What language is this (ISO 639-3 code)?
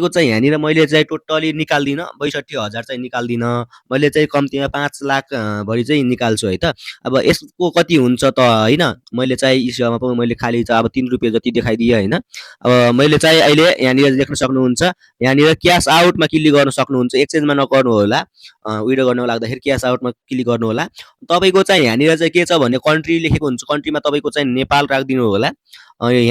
nep